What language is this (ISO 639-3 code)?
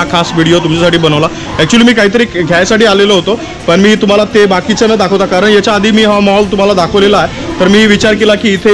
mar